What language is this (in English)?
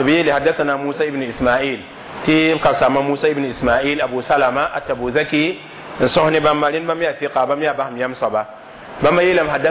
Mossi